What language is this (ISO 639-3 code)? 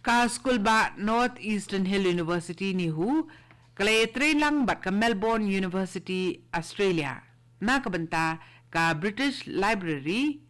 kha